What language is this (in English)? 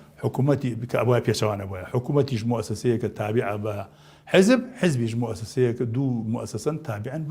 Central Kurdish